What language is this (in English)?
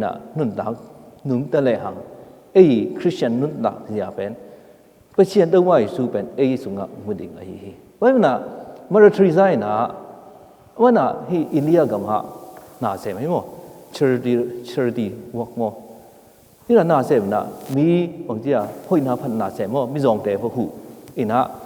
Tedim Chin